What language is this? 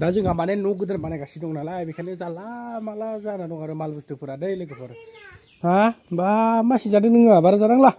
Bodo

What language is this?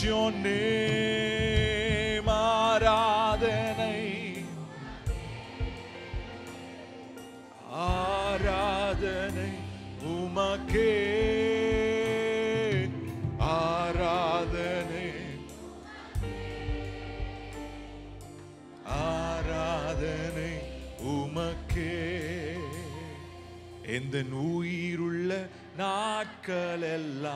Tamil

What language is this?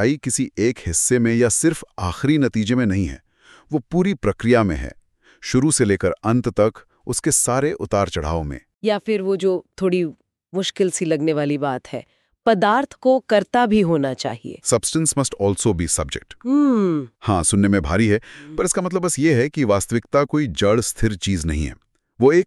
Hindi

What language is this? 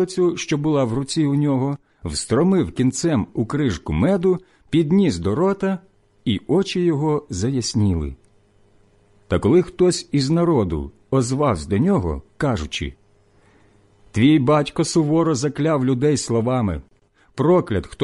Ukrainian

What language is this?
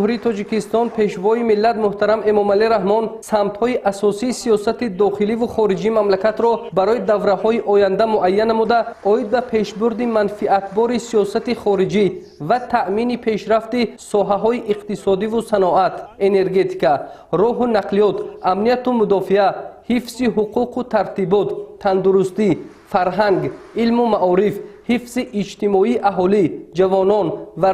Tajik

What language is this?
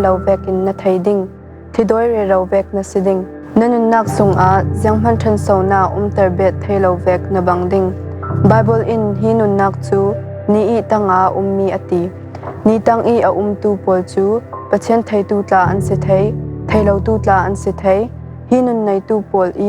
Falam Chin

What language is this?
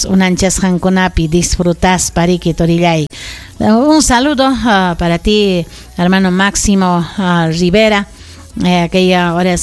Ayacucho Quechua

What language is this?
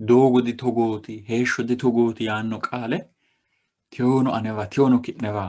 Sidamo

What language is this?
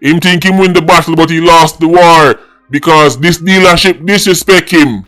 Jamaican Creole English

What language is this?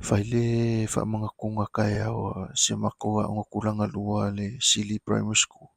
Samoan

